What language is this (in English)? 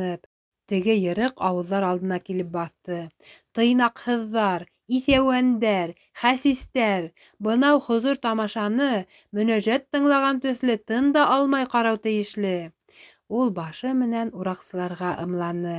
Bashkir